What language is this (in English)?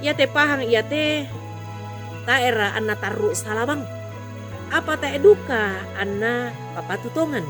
Toraja-Sa'dan